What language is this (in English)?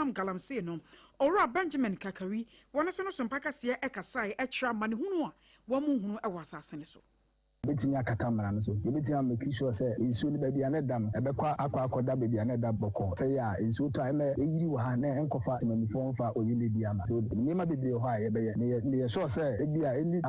Akan